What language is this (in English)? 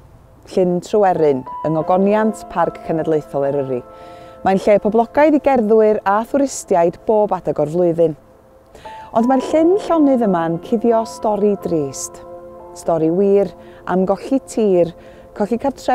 Welsh